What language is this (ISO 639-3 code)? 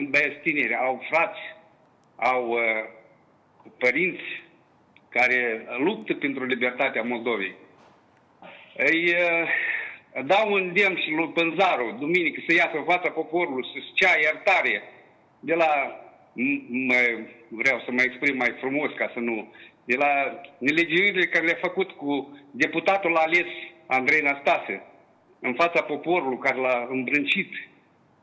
ron